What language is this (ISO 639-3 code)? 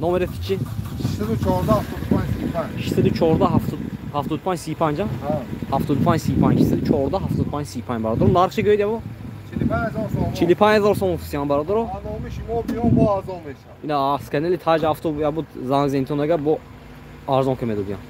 tgk